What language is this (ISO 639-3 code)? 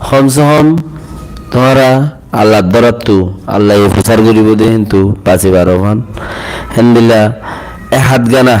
rhg